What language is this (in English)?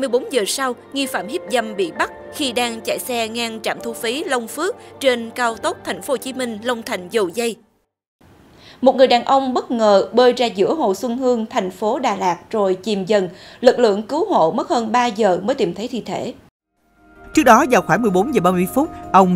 Vietnamese